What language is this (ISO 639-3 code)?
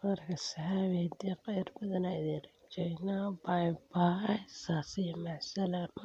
som